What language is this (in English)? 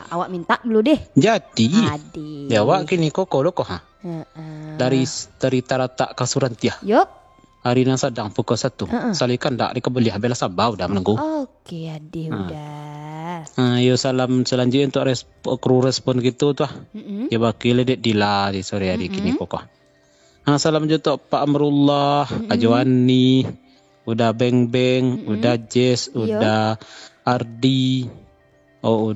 Minangkabau